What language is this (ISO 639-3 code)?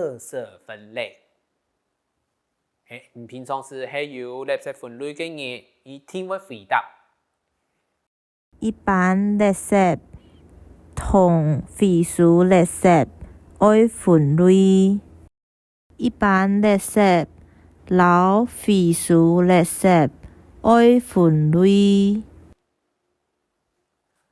hak